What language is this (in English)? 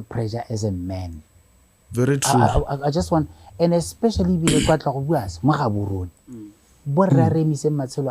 Tswana